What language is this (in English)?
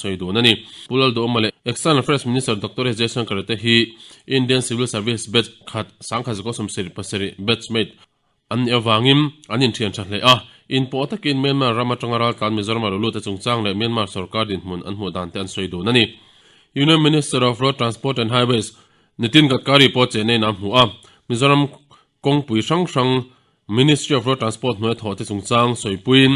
Mizo